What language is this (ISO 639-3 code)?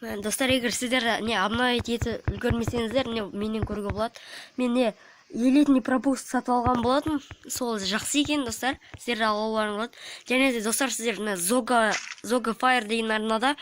kaz